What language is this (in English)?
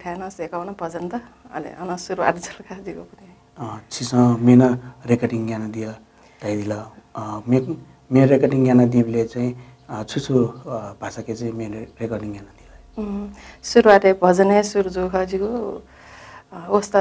Newari